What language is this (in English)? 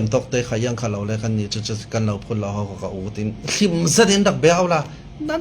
Falam Chin